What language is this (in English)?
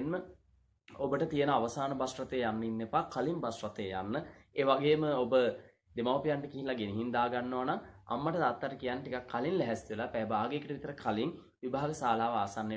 Sinhala